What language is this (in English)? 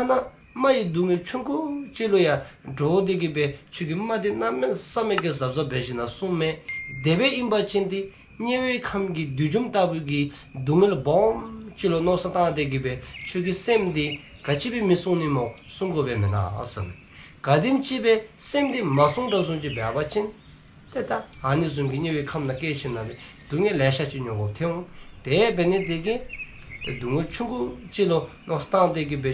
Dzongkha